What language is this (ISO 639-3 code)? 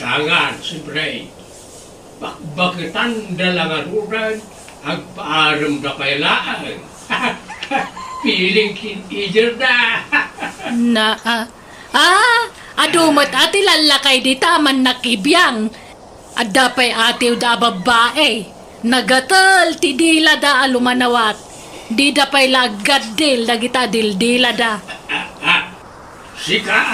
ilo